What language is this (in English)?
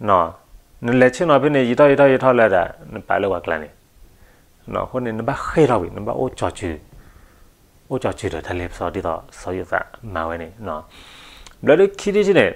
S'gaw Karen